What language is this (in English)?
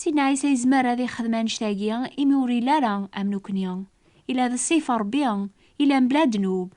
Kabyle